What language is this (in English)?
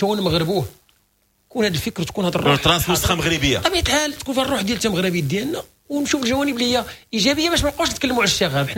Moroccan Arabic